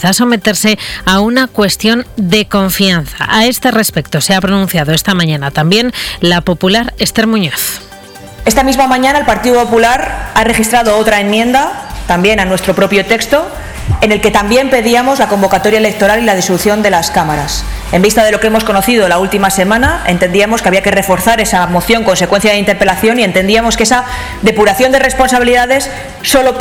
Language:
Spanish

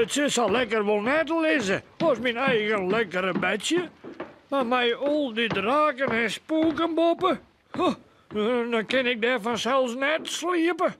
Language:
Western Frisian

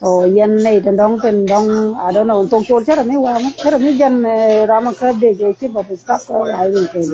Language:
Nuer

